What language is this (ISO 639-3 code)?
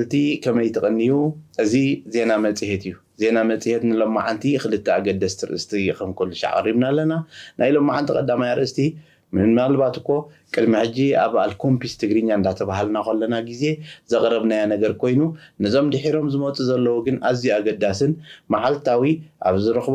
tir